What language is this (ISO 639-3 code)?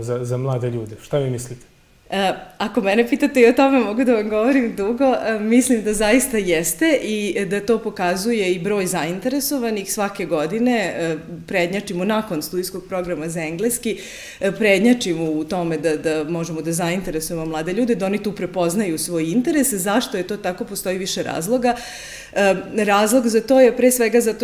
srp